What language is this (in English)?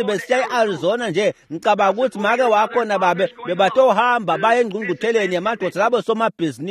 Swati